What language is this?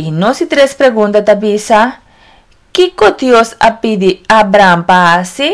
Papiamento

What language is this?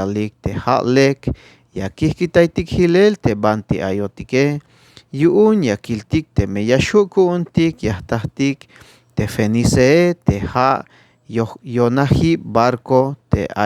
Tzeltal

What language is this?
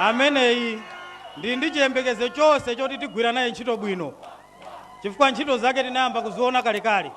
Nyanja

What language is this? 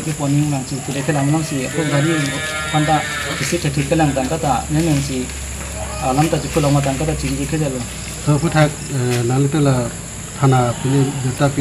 Karbi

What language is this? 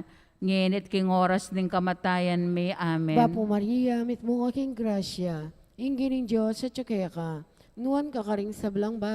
Pampanga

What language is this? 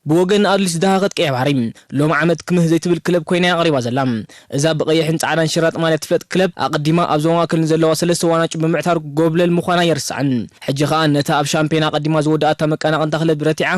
Tigrinya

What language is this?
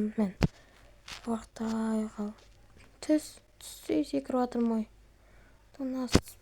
Kazakh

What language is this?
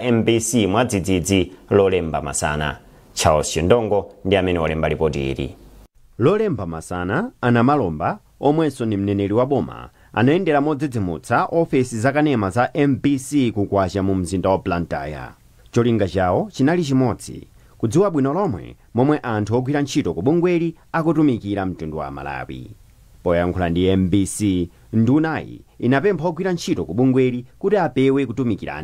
Nyanja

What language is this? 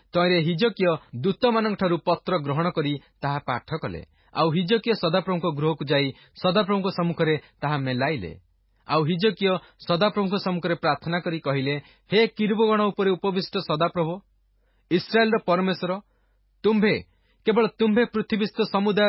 Odia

